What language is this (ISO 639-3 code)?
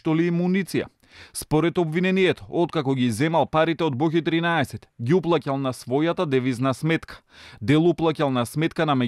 mkd